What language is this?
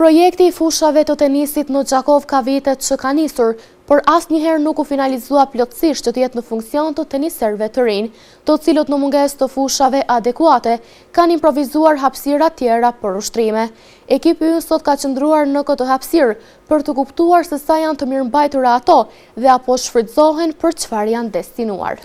Albanian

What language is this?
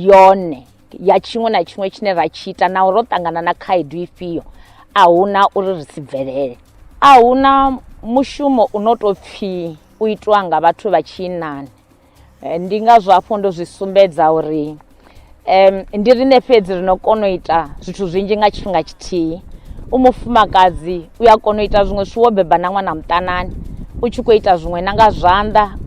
Venda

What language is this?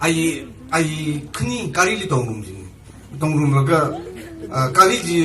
Tangkhul Naga (India)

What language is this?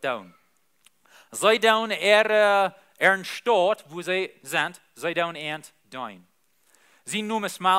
Plautdietsch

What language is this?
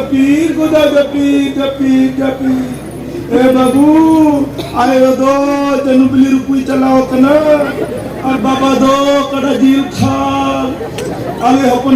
Santali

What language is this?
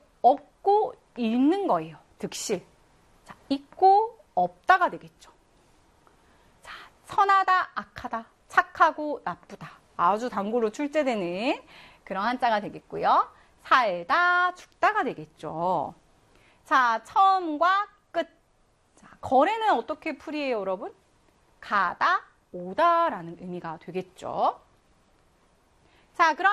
Korean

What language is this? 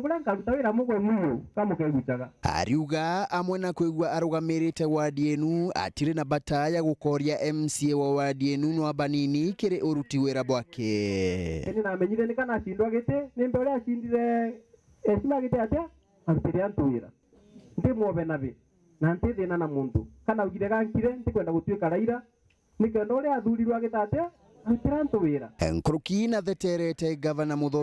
Meru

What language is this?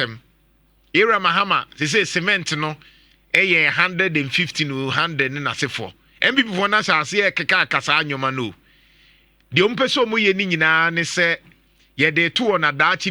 Akan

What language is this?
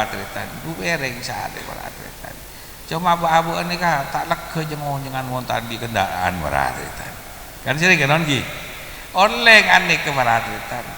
Madurese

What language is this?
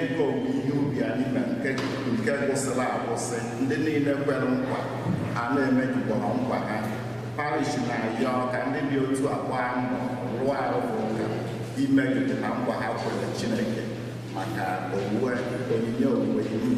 Igbo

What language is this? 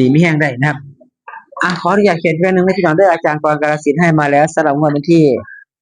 Northeastern Thai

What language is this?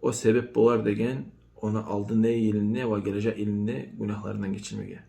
Kumyk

